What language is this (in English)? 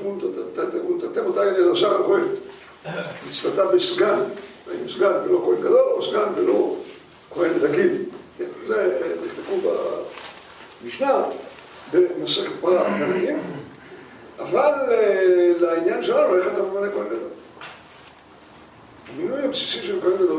Hebrew